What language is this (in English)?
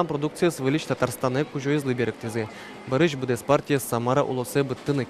Udmurt